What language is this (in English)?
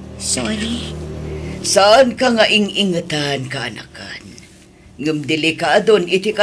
Iloko